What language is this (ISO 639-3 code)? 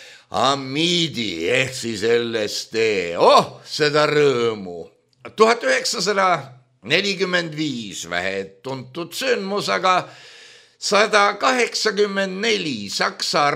est